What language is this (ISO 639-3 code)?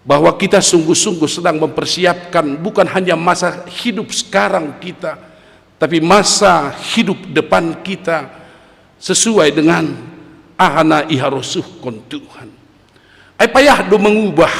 bts